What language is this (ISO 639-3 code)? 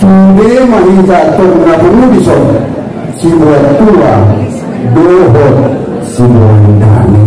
akb